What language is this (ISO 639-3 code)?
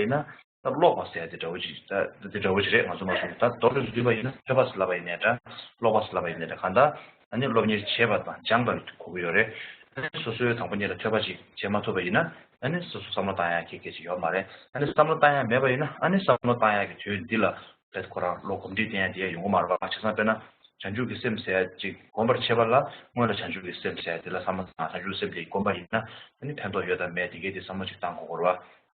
bod